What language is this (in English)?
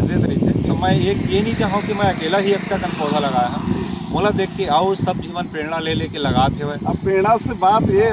Chhattisgarhi